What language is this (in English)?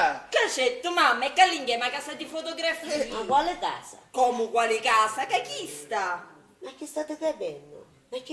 Sicilian